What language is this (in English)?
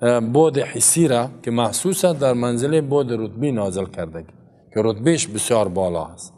Persian